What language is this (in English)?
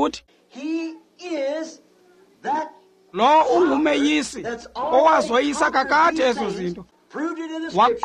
Xhosa